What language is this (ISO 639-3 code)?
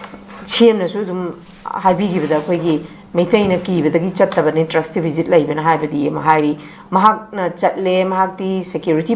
mni